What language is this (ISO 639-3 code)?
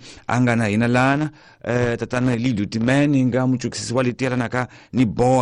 tso